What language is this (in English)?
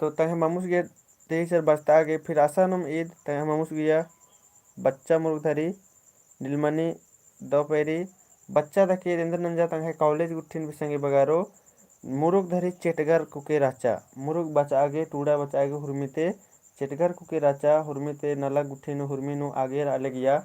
Kurukh